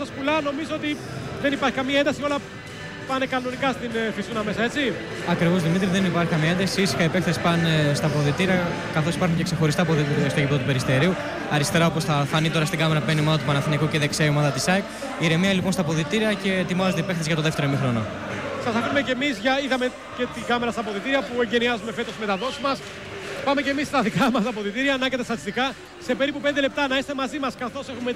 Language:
Greek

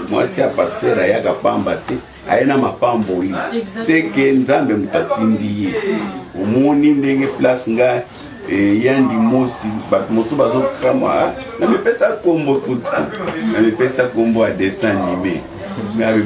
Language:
Lingala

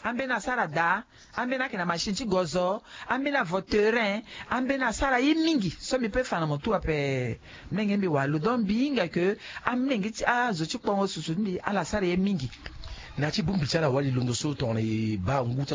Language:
Sango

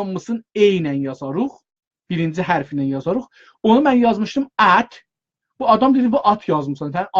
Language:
South Azerbaijani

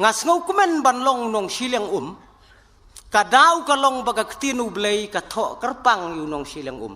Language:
Khasi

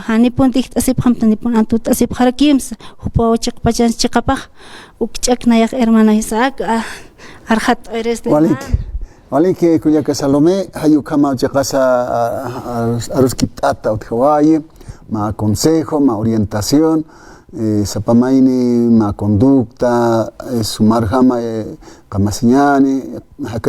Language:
Aymara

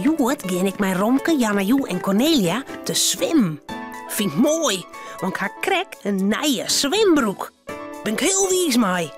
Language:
Western Frisian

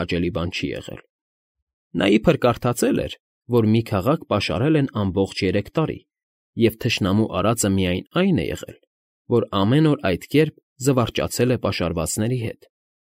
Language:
Armenian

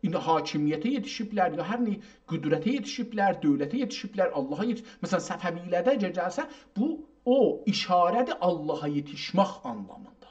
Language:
South Azerbaijani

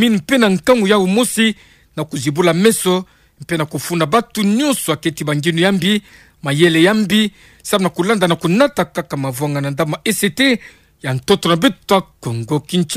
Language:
Kituba (Democratic Republic of Congo)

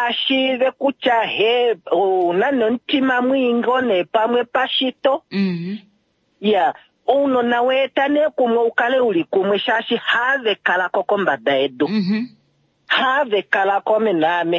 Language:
Kuanyama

